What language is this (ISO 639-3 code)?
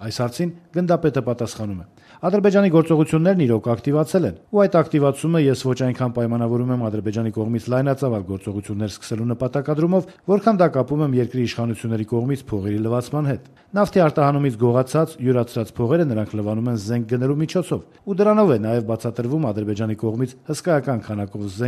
hye